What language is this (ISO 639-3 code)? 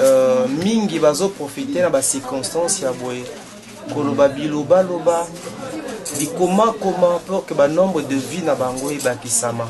lin